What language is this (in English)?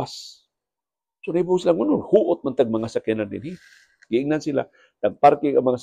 Cebuano